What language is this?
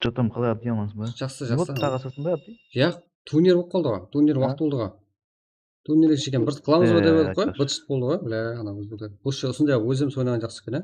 Kara-Kalpak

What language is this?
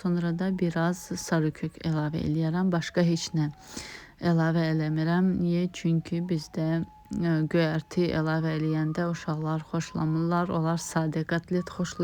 Azerbaijani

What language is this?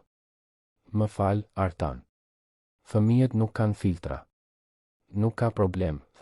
Albanian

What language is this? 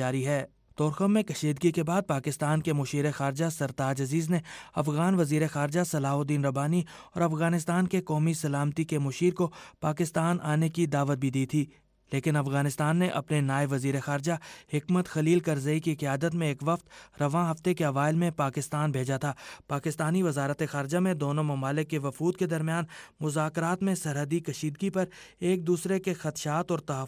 Urdu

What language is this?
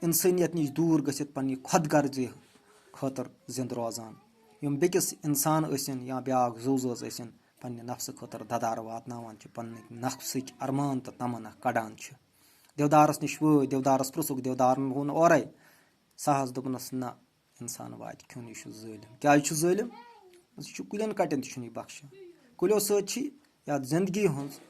Kashmiri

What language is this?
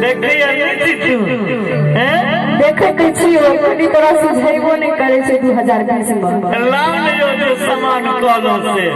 Maithili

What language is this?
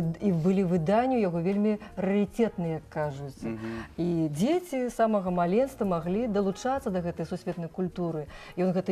Belarusian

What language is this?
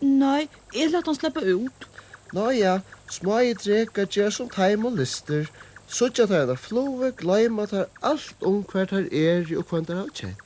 Faroese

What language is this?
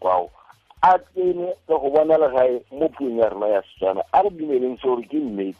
Tswana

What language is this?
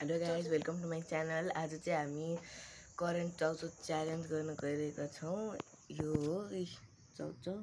Nepali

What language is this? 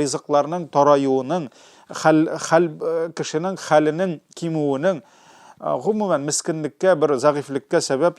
Tatar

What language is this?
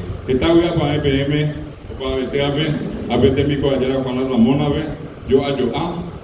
Guarani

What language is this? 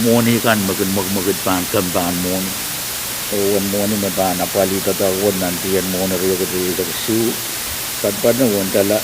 Pohnpeian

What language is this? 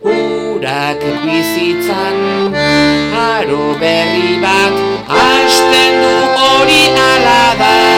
Basque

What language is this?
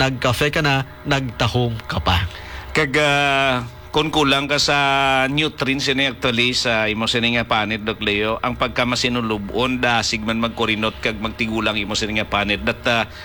Hiligaynon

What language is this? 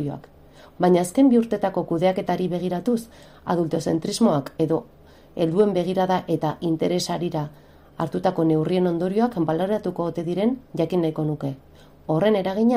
Basque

